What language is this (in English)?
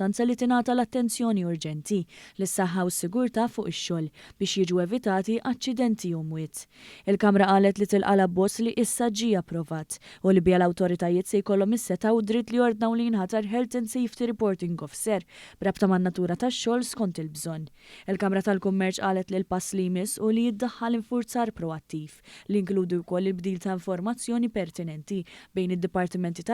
Maltese